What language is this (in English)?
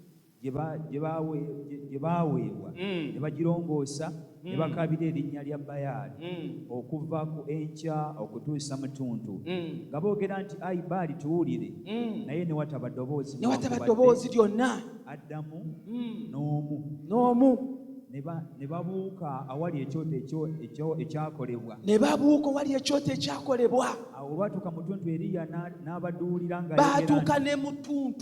Ganda